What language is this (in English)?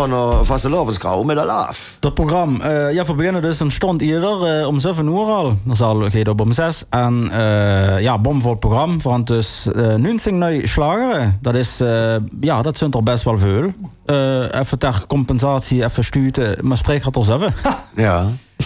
Limburgish